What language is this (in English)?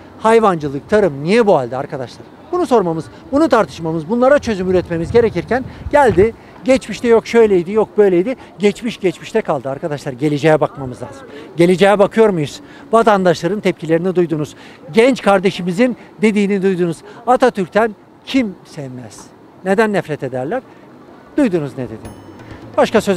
Turkish